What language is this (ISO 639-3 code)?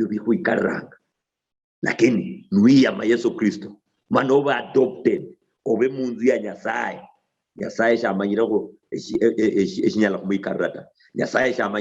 luy